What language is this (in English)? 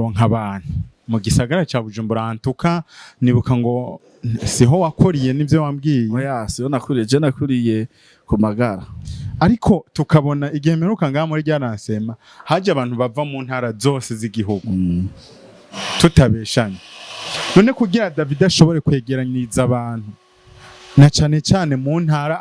Rundi